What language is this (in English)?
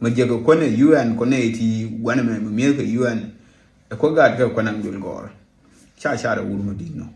Nuer